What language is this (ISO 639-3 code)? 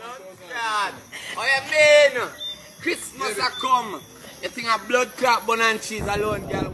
jam